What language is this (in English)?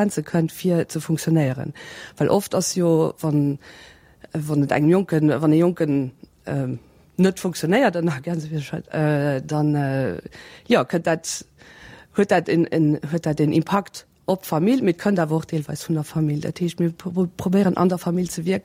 Luxembourgish